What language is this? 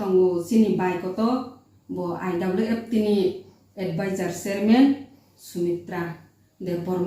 Kok Borok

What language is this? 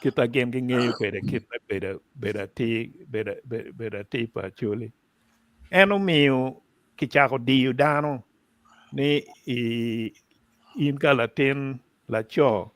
Acoli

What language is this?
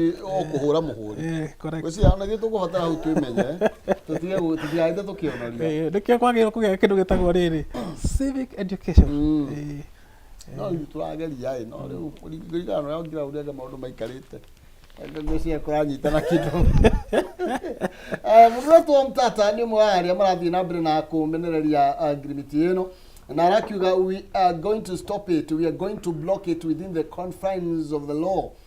Kikuyu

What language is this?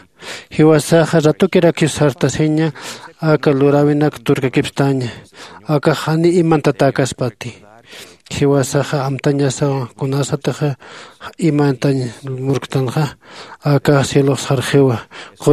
Aymara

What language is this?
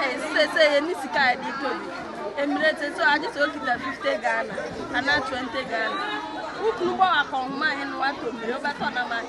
Akan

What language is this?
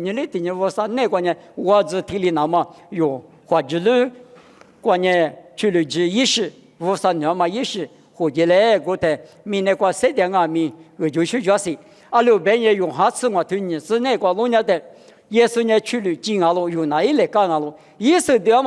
Lisu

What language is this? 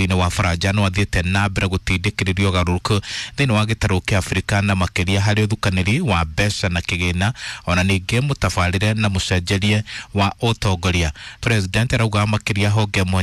Kikuyu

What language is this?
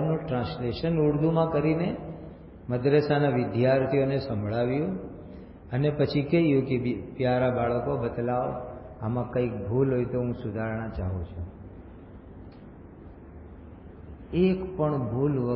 Gujarati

